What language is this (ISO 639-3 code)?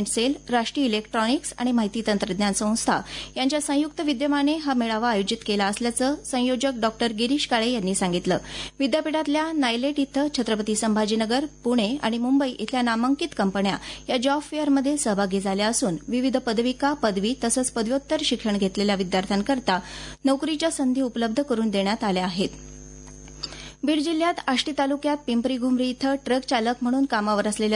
mar